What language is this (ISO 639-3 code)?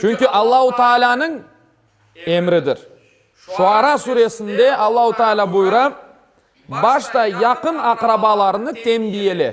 crh